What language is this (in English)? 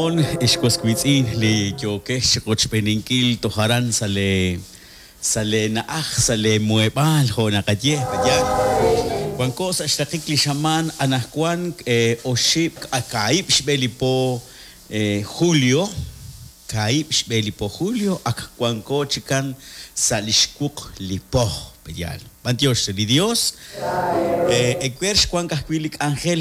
Kekchí